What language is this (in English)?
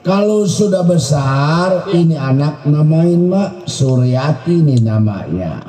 Betawi